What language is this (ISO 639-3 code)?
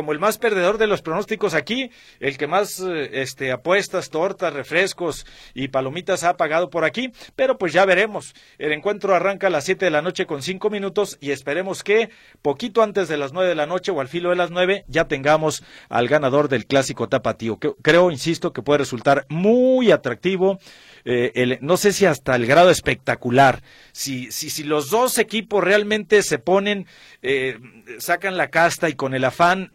spa